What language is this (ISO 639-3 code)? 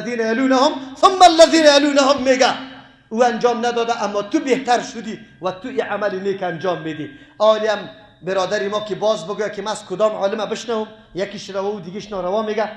fas